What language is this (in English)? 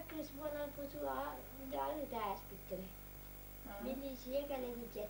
Yakut